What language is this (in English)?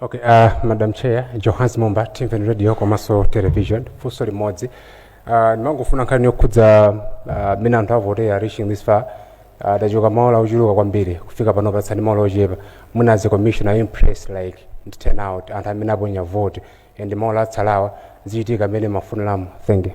Nyanja